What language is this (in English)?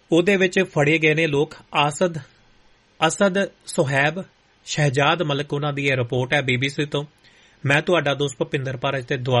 Punjabi